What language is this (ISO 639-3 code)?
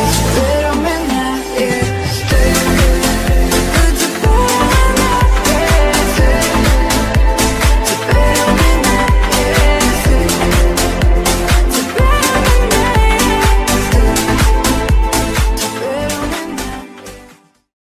rus